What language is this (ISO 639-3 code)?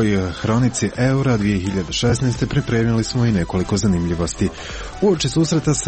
hrv